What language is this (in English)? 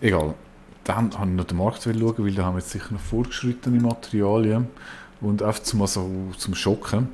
Swiss German